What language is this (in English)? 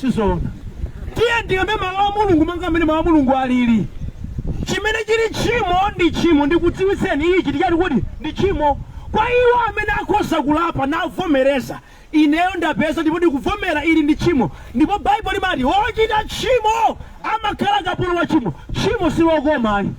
Nyanja